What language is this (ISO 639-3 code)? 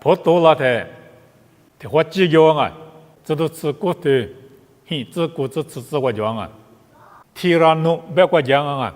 lis